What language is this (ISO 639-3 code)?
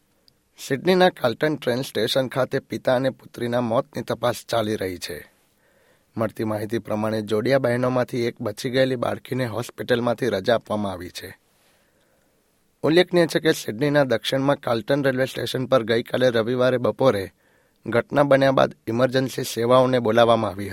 guj